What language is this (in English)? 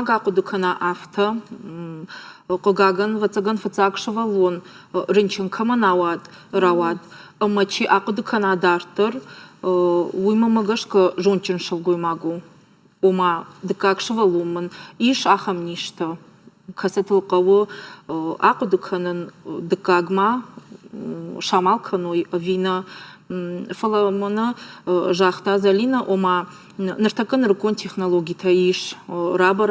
Ossetic